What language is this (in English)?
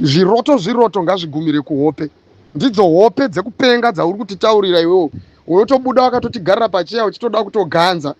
Shona